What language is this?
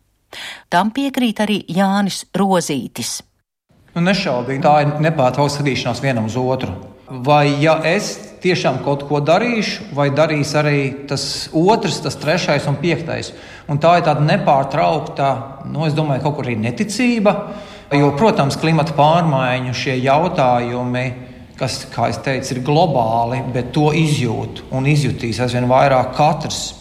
Latvian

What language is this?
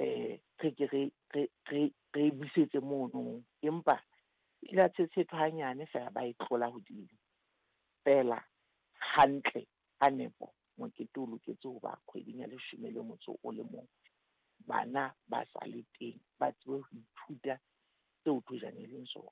Southern Sotho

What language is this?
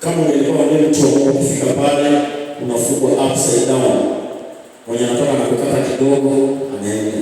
Swahili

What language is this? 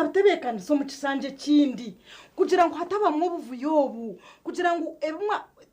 Nyankole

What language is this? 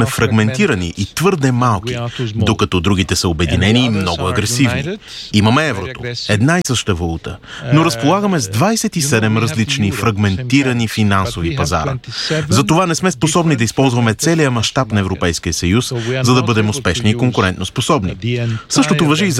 Bulgarian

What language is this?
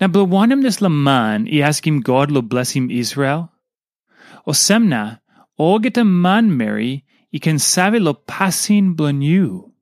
Tok Pisin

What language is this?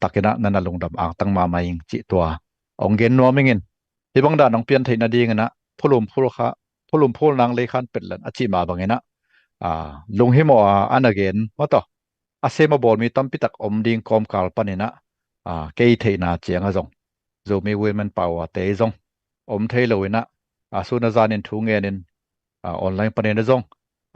Tedim Chin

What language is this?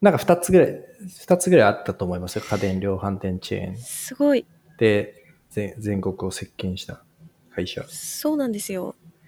Japanese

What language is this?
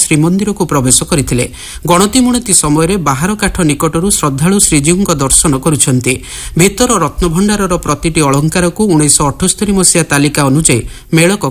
Odia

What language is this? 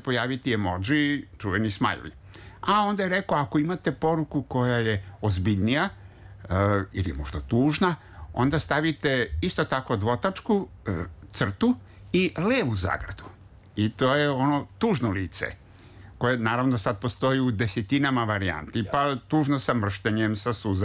Serbian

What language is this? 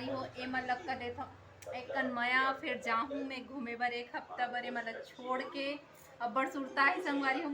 Chhattisgarhi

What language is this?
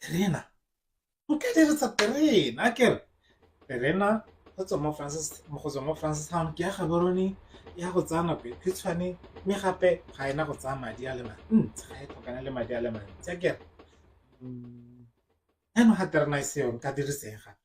Tswana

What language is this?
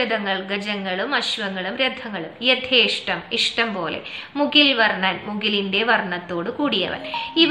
Malayalam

